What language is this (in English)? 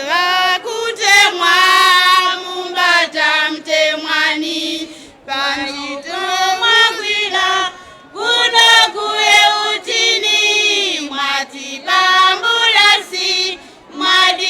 Tumbuka